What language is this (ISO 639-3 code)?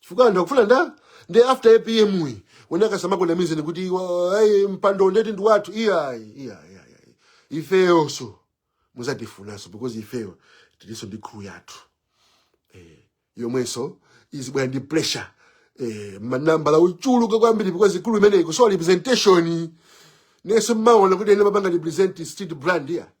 nya